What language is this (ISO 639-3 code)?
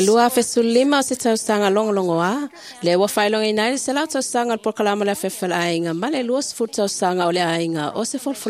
smo